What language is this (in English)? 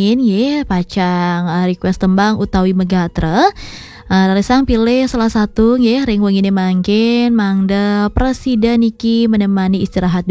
Balinese